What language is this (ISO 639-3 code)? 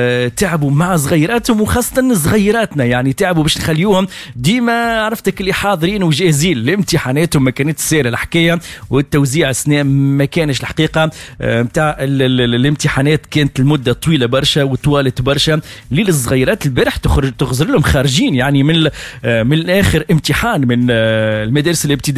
aeb